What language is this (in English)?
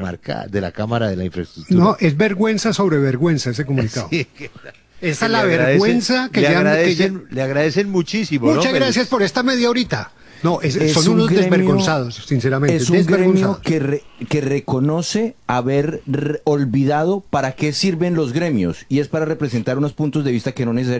Spanish